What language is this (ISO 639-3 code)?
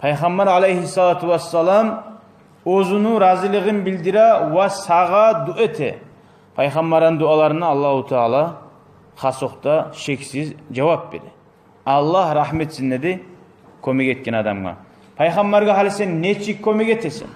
kum